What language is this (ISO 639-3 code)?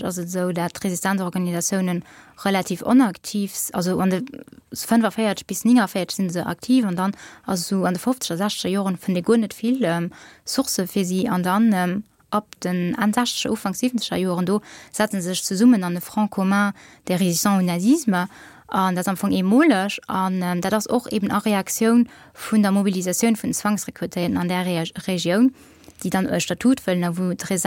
ltz